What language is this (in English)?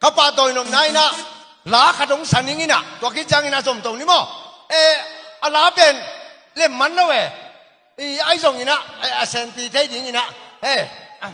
Tedim Chin